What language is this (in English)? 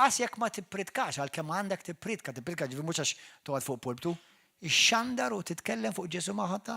Maltese